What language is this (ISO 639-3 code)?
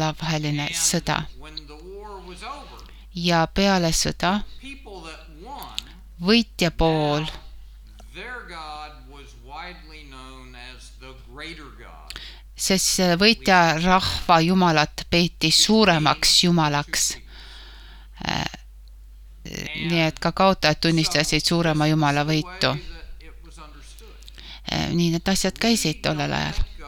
est